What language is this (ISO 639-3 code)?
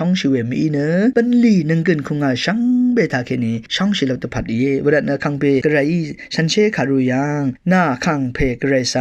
raw